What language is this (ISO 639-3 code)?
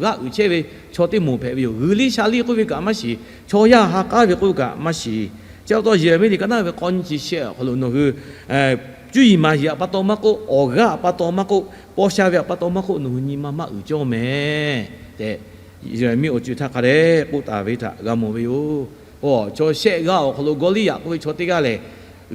lhu